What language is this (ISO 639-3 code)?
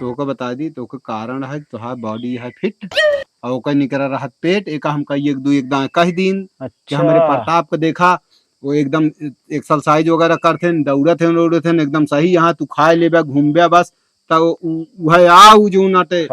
awa